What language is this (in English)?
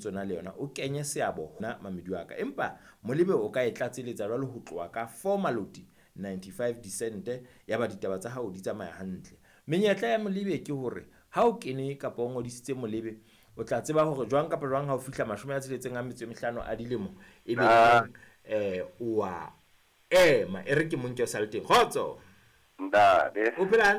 Southern Sotho